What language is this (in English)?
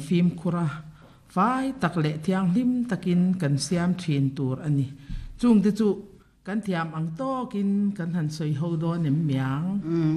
Mizo